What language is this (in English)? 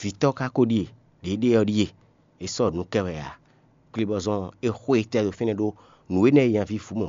Fon